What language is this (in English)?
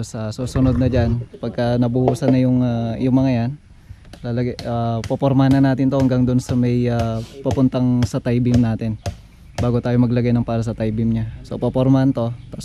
Filipino